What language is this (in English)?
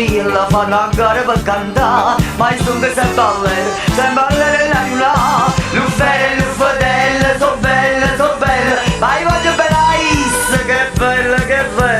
Neapolitan